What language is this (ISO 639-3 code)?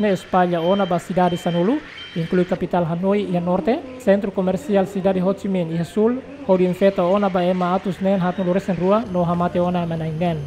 tet